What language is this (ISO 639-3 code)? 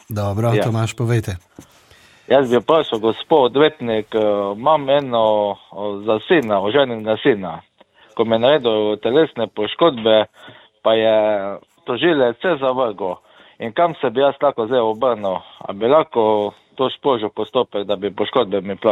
slv